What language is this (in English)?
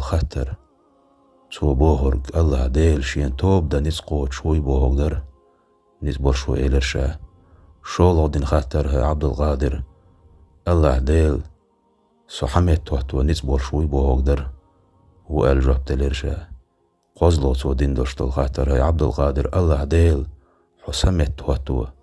Chechen